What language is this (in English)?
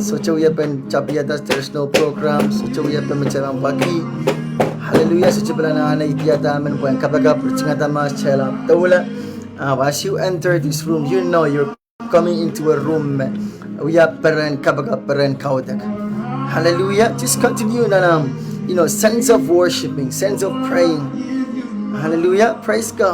Pohnpeian